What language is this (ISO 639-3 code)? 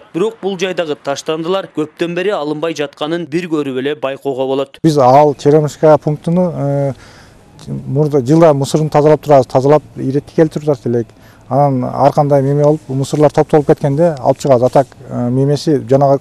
kir